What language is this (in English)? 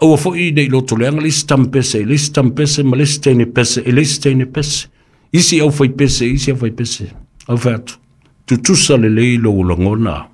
Samoan